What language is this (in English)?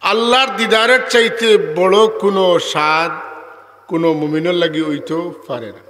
Sylheti